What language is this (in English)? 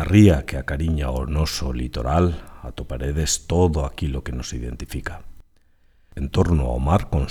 Galician